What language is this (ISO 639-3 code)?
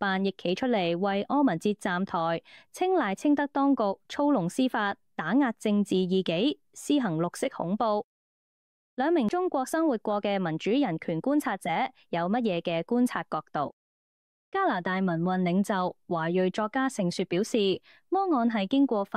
yue